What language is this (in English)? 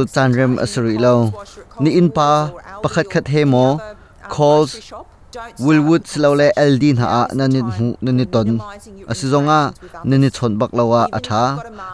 Hakha Chin